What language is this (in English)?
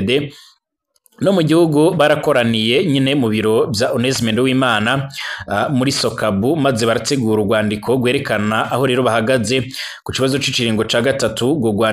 Rundi